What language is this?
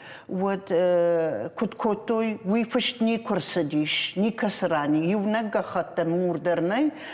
Ossetic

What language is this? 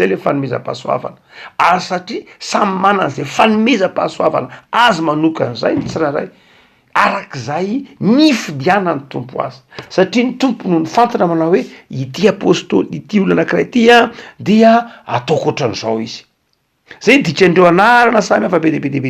Malagasy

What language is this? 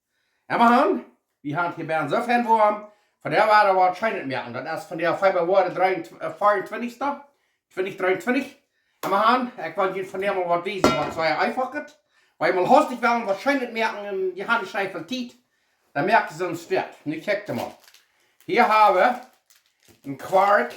Plautdietsch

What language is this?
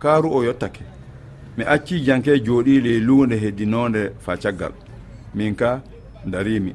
Fula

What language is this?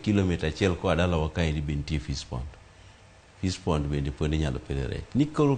Luo (Kenya and Tanzania)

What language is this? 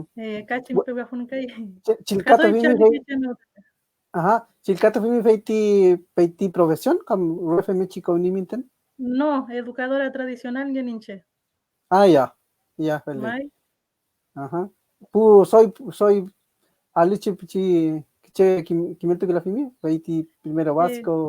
Mapuche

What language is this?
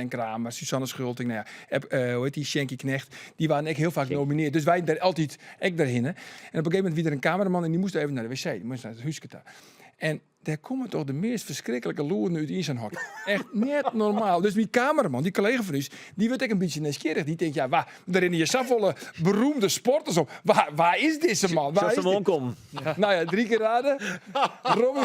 Western Frisian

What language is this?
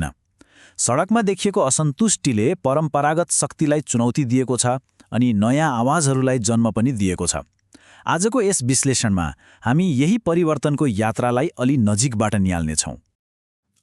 Nepali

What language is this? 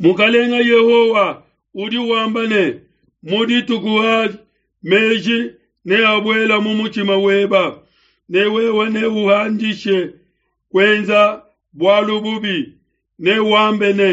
Luba-Lulua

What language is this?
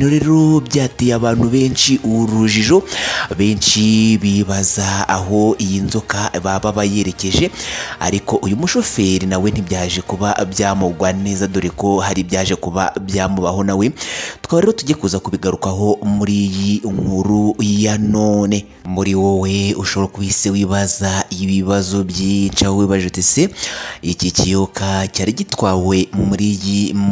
Kinyarwanda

